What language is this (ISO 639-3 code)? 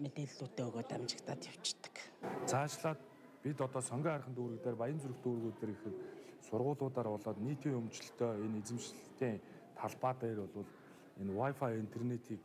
mon